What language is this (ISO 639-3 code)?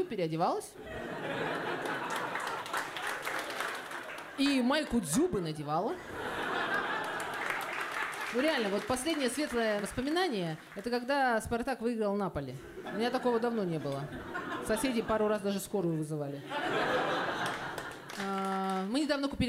rus